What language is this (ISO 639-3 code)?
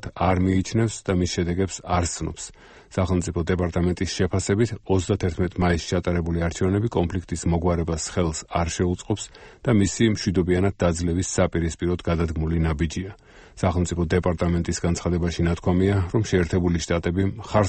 kat